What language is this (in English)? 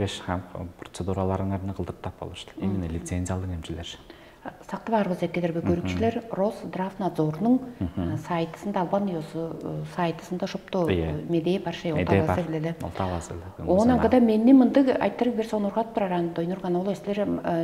Tuvinian